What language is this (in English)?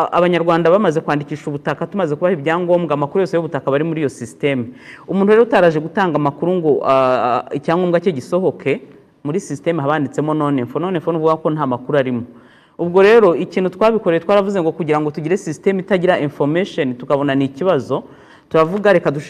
Kinyarwanda